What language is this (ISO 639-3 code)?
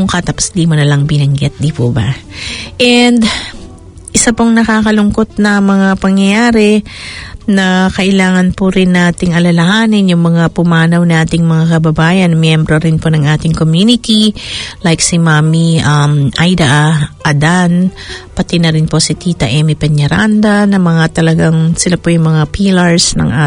fil